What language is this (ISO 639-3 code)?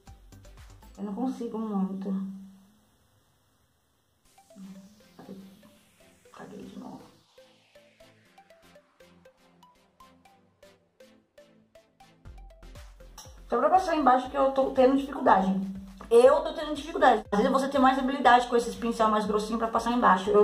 por